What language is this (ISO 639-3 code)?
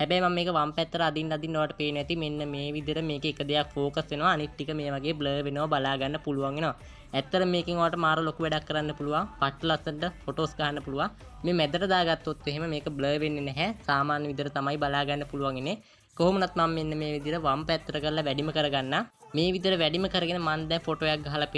sin